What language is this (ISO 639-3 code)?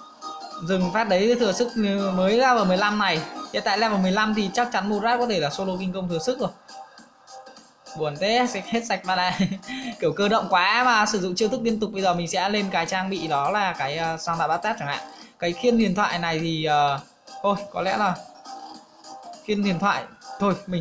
vie